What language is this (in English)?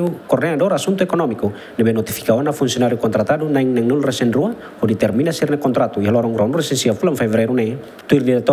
Tetum